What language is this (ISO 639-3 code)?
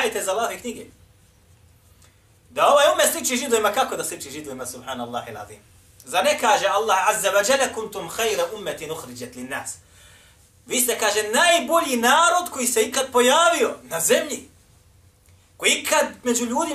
bos